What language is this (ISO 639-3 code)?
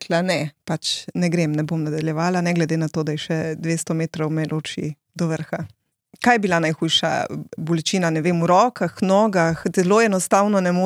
slv